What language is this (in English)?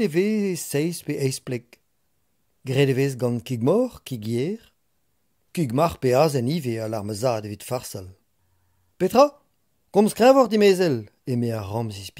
Breton